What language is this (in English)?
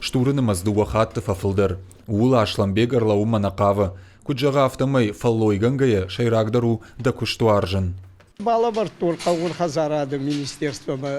Ossetic